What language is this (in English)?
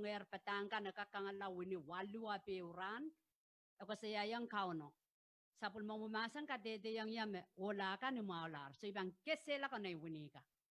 Pohnpeian